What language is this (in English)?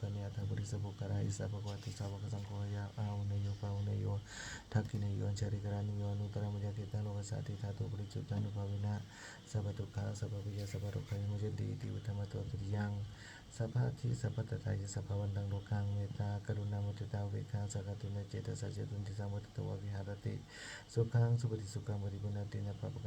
Pali